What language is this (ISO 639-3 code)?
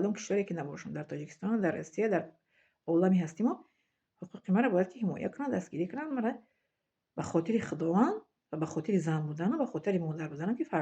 tgk